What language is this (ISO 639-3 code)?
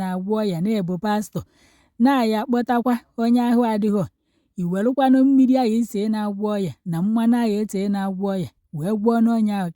ibo